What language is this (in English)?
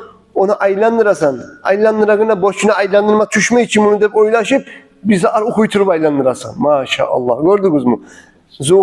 Kumyk